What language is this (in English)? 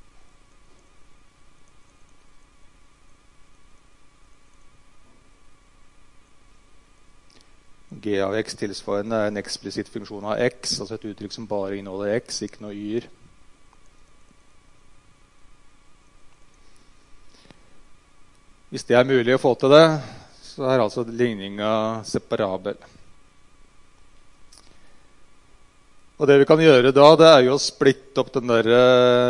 Norwegian